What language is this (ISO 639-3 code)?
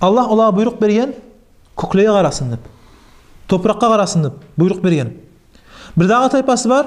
kum